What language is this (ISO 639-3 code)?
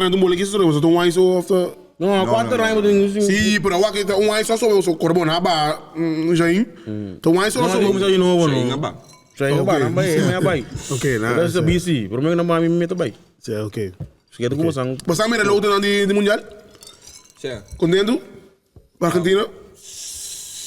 pap